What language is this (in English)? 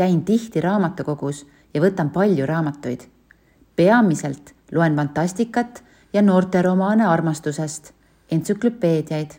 Estonian